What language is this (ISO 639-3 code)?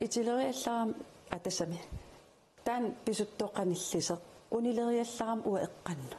kal